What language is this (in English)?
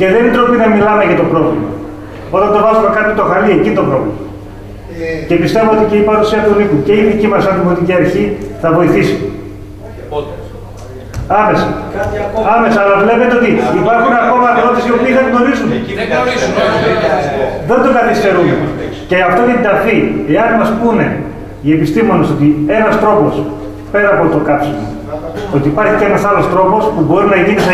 Greek